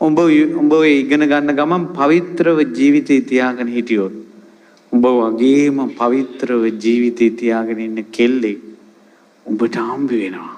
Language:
Sinhala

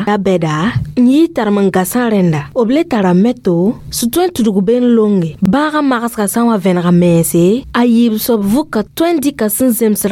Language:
Mossi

